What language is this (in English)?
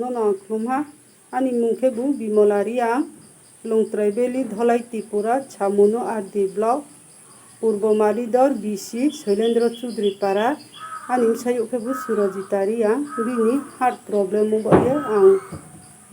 Riang (India)